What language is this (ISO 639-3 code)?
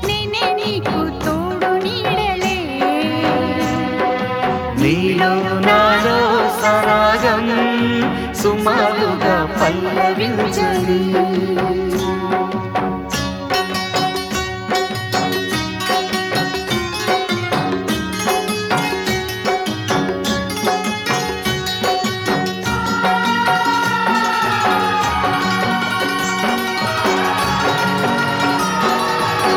tel